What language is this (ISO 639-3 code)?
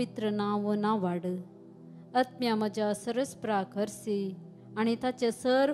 kok